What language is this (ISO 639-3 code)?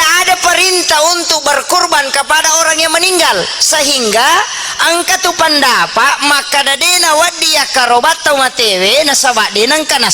bug